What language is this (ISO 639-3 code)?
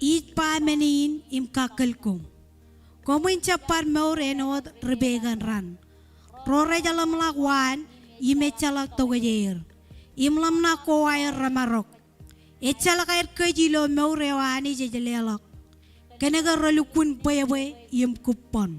mah